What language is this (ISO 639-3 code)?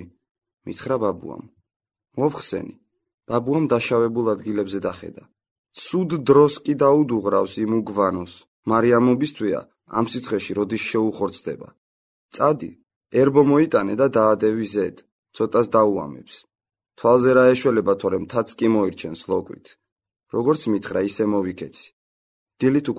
kat